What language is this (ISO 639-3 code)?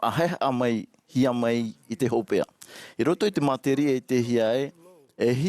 tah